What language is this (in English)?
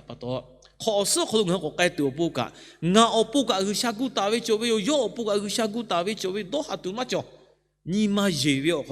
Lahu